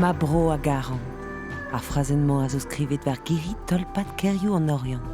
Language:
Breton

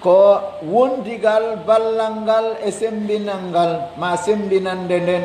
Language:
Pular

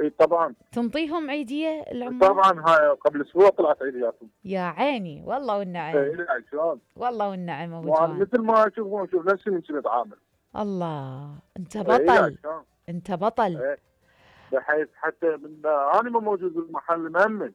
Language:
Mesopotamian Arabic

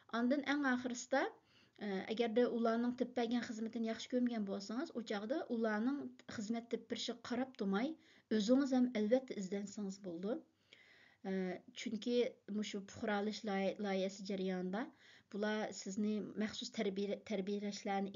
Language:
Uyghur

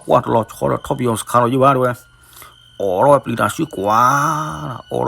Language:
S'gaw Karen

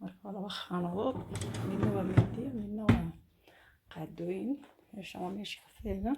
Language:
Somali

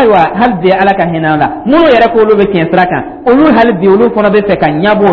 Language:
Dyula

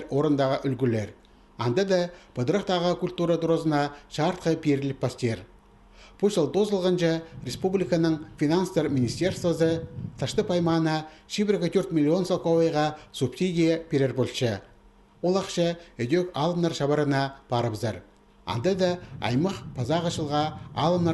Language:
Khakas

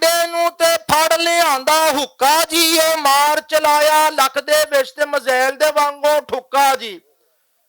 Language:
Western Panjabi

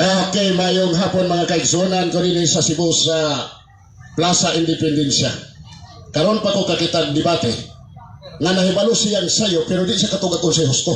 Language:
Cebuano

